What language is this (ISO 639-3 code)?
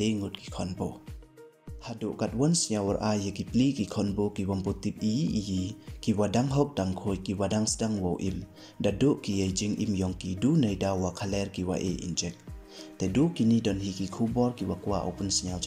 pbv